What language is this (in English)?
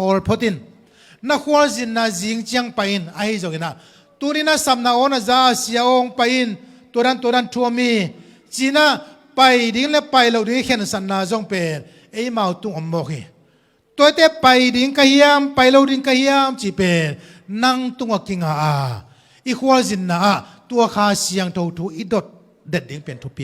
Tedim Chin